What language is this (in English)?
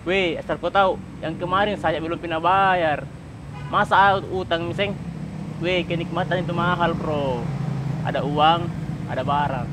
Makassar Malay